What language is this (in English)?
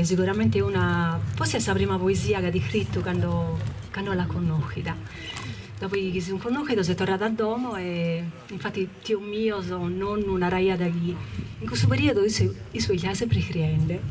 Sardinian